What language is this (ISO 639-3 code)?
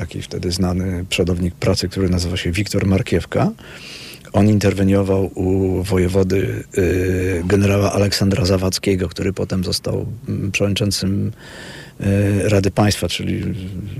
pol